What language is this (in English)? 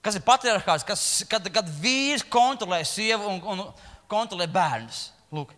Latvian